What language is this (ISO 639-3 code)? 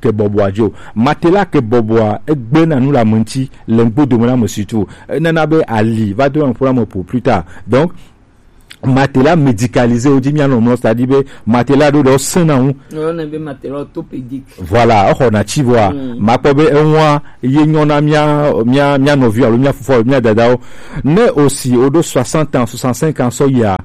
gej